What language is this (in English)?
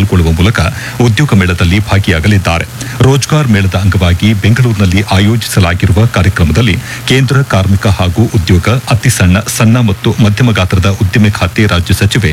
Kannada